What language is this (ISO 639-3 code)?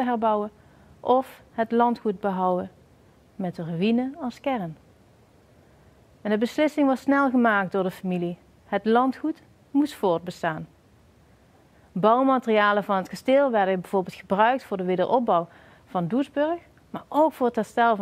nld